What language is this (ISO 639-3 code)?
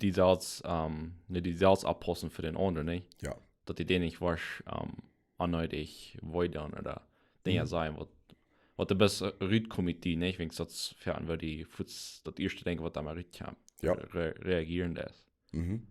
pdt